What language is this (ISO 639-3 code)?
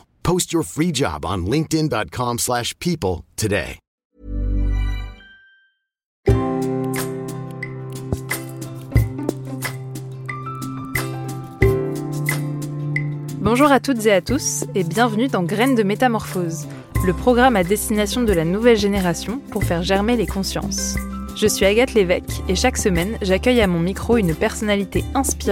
fra